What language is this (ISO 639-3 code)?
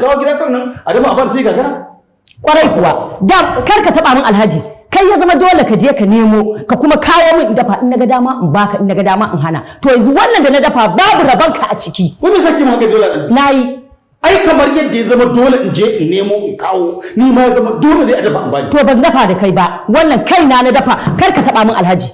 hau